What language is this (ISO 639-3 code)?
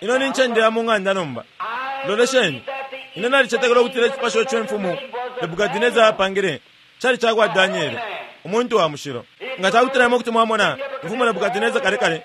bem